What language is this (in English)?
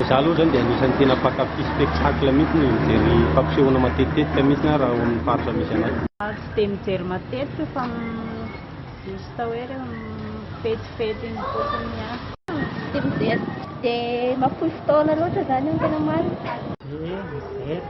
Malagasy